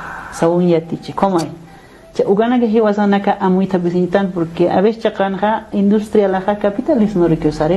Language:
Aymara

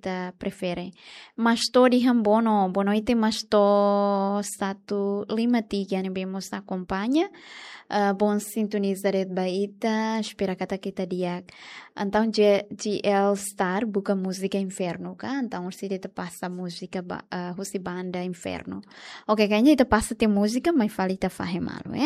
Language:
Tetum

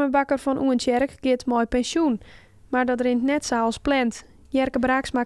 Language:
Western Frisian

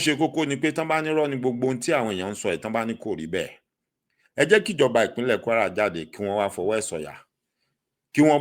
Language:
Yoruba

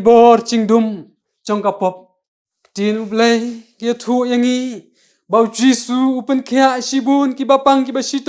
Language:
Khasi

